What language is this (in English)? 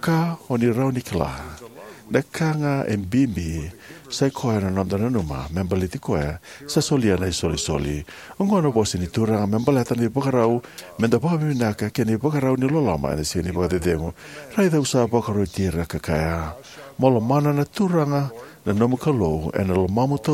Fijian